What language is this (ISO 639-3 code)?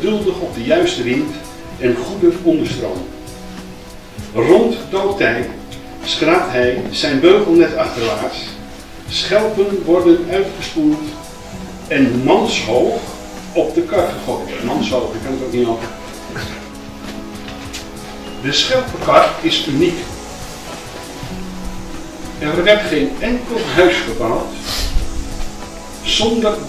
nld